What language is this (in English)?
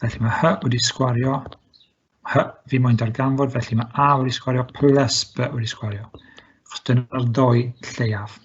Welsh